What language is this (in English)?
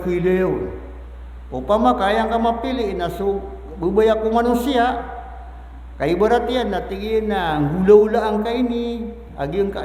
Maranao